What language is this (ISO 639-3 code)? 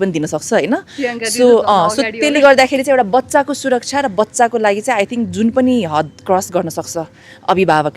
nep